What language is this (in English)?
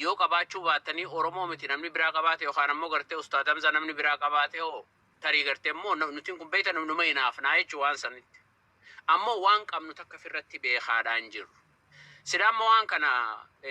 Oromo